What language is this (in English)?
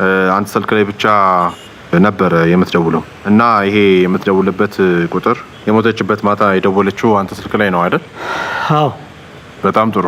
Amharic